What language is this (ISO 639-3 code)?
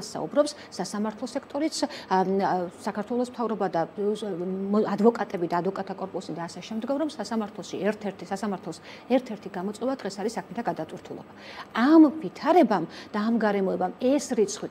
kat